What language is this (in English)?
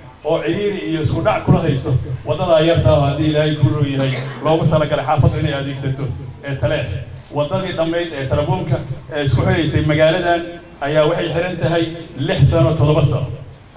Somali